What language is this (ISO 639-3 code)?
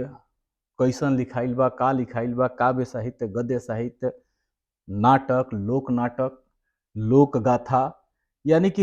bho